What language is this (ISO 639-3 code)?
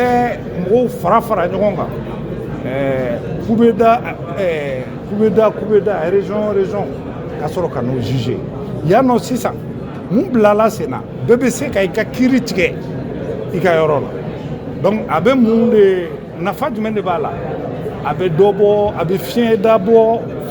bam